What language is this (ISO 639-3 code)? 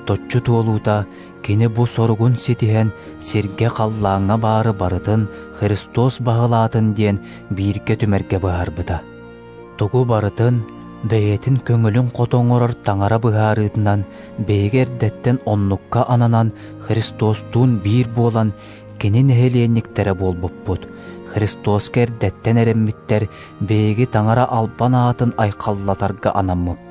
sah